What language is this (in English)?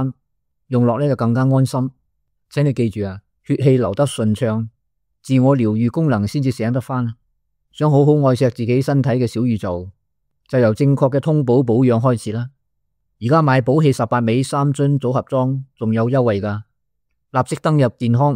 Cantonese